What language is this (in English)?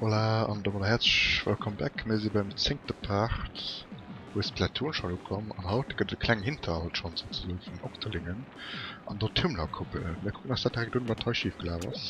Luxembourgish